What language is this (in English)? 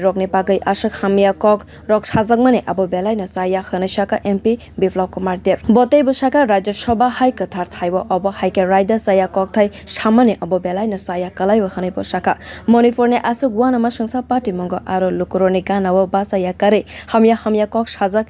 Kok Borok